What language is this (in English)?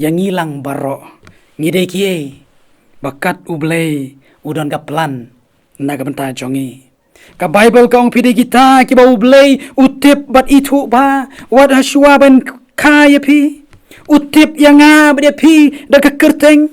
Khasi